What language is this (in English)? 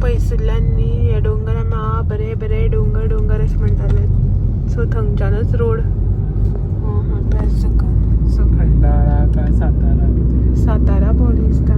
Konkani